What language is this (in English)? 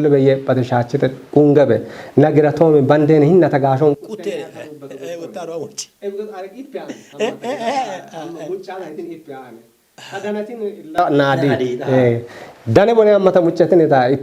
Kafa